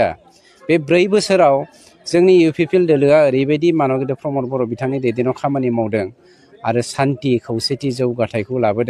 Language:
Bodo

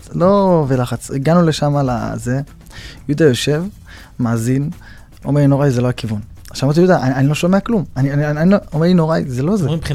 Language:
Hebrew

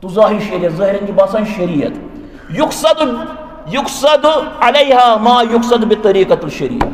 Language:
Kashmiri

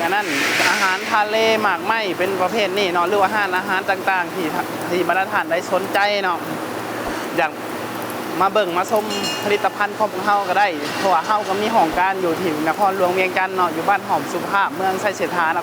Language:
Lao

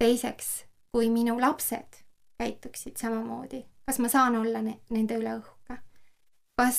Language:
Estonian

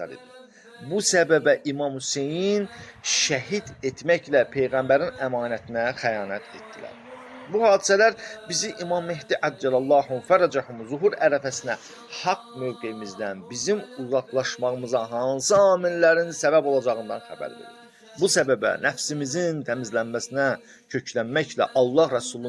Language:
Azerbaijani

